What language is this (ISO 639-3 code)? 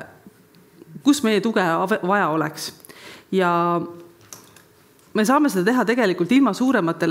est